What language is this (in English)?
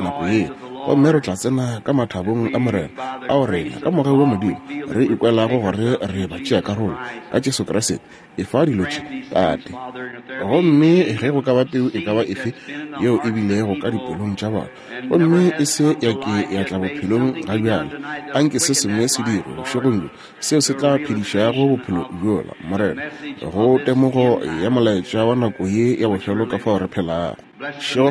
Northern Sotho